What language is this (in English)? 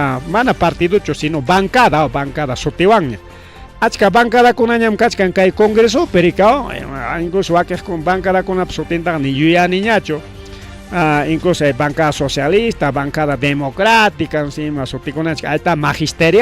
Ayacucho Quechua